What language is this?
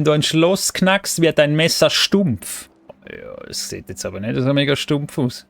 Swiss German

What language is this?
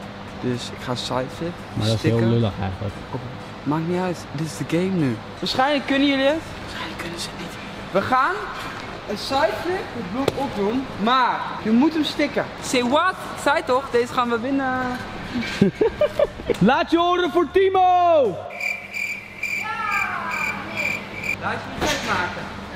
Dutch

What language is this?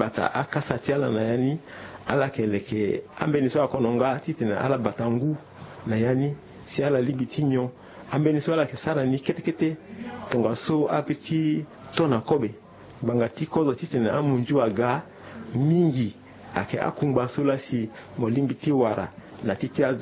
Sango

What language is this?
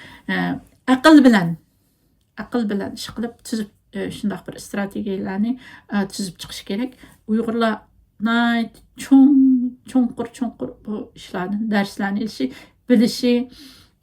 Uyghur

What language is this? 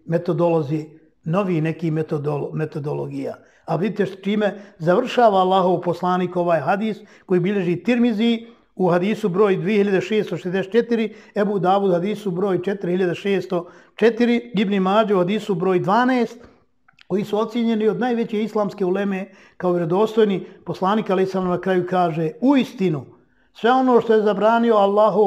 Bosnian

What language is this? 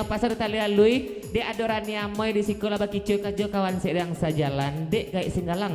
Minangkabau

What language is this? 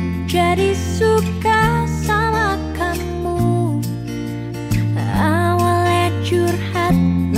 Indonesian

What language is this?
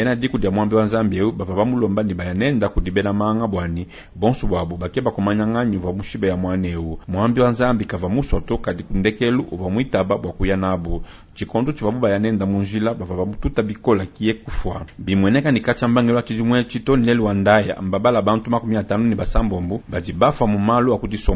Luba-Lulua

